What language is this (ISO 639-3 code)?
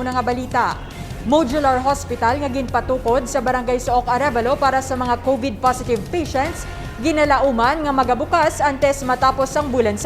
hil